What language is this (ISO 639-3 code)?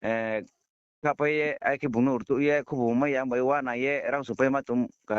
ria